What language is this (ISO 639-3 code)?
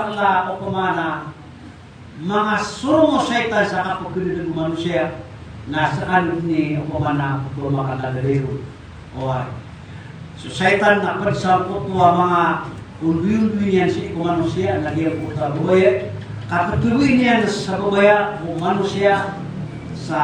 mrw